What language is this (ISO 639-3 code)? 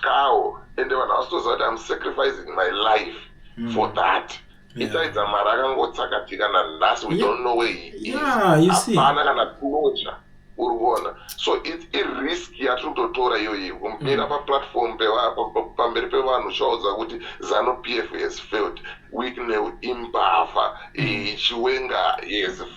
sna